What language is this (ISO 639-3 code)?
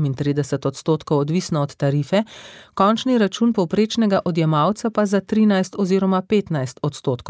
slv